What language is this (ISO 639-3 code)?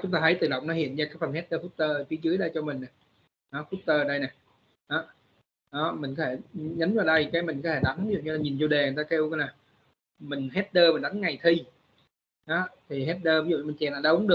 vie